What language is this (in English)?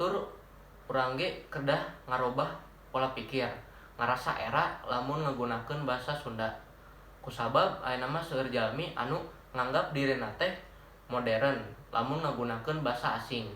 Sundanese